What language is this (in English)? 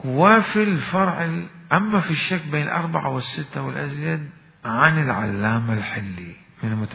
Mesopotamian Arabic